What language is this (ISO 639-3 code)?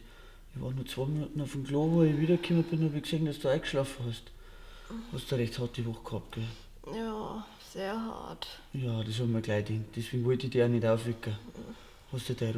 bar